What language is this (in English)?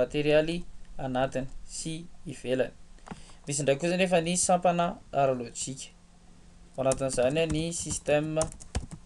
Malagasy